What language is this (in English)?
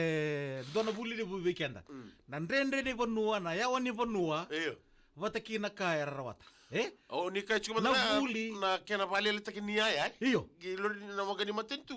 Fijian